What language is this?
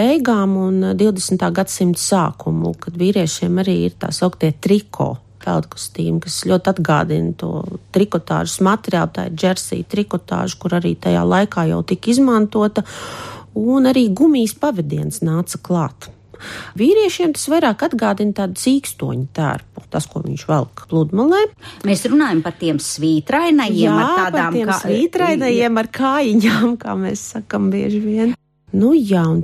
Latvian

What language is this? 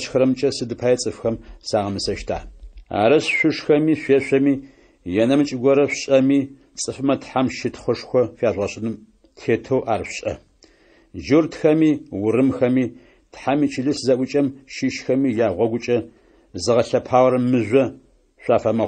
Adyghe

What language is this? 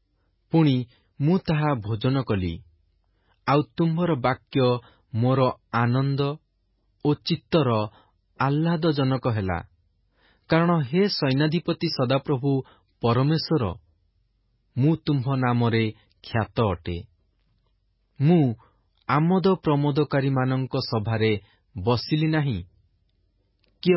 Odia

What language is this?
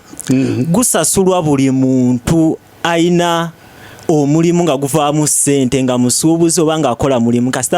Ganda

